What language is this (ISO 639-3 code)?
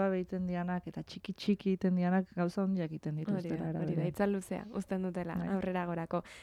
eus